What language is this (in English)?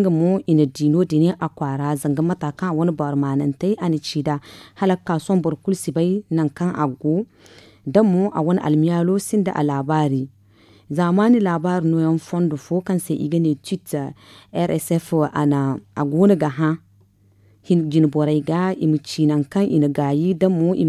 Zarma